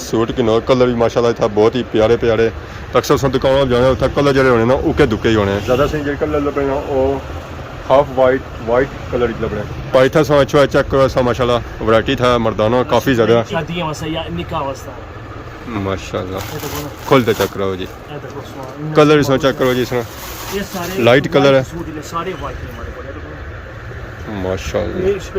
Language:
Pahari-Potwari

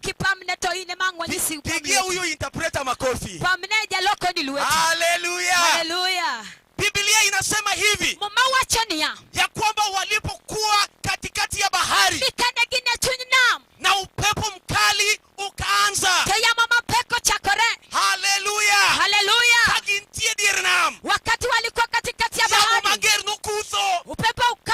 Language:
Luo (Kenya and Tanzania)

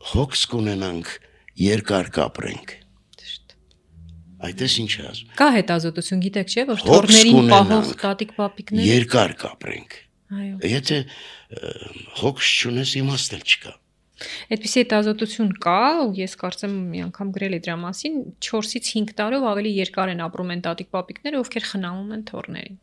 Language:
Armenian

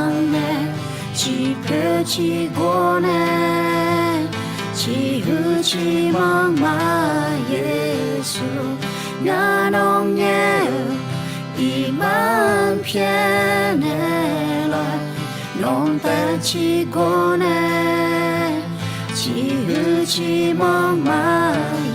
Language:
Akha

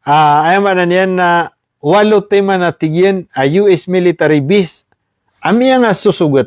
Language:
Maranao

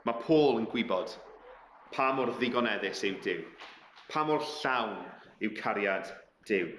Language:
Welsh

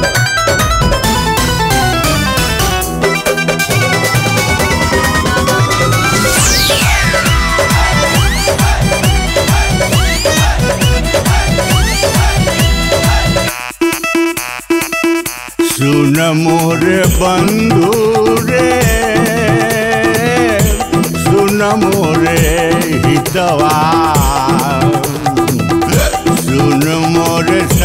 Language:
Bhojpuri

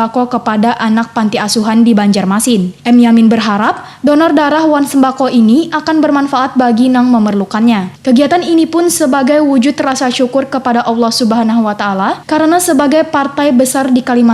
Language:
Banjar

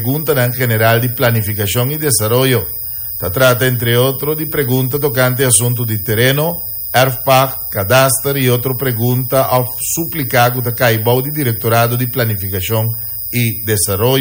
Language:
Papiamento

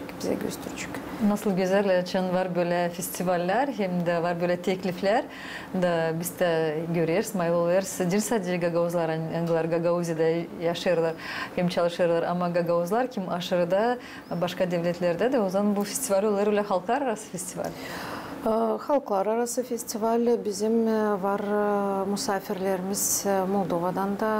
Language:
Gagauz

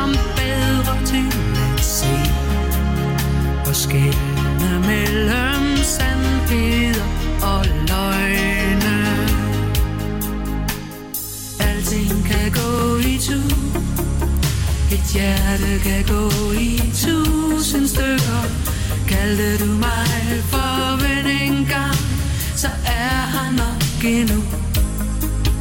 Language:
Danish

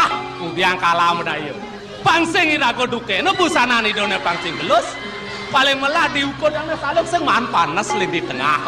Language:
Balinese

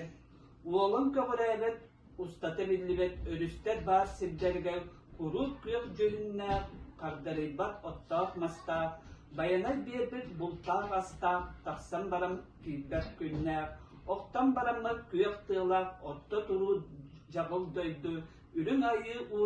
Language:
Yakut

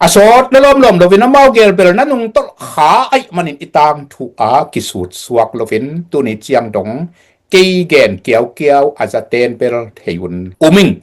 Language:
Tedim Chin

